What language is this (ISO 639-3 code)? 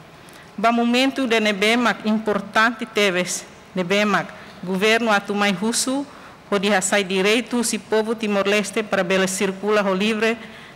tet